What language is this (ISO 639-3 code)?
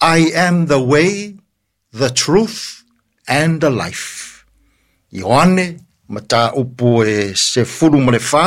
smo